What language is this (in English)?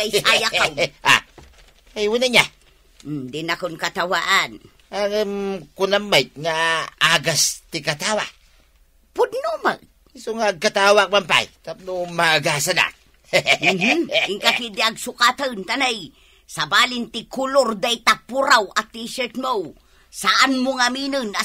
Iloko